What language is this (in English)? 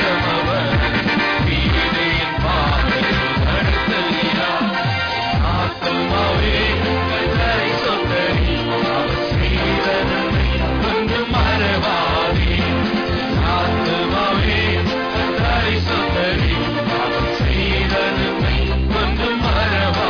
Tamil